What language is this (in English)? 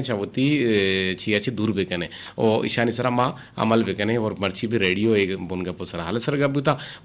Eastern Balochi